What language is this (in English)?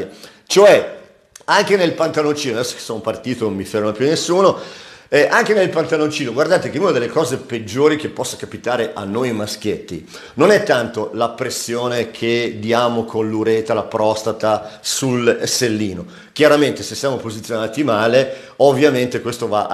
Italian